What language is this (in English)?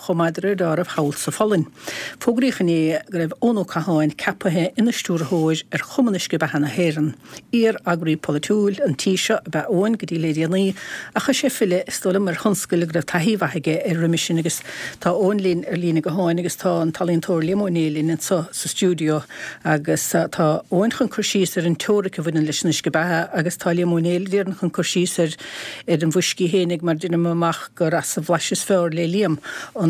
Irish